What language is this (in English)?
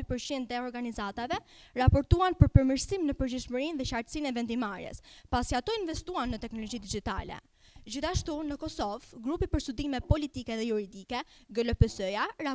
Albanian